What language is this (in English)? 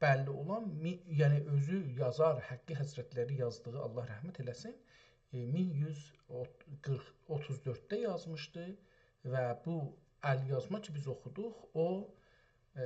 South Azerbaijani